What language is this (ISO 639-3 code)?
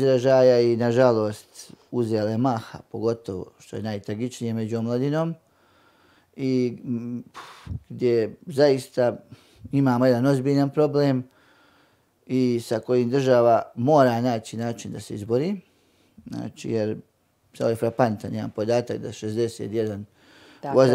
bos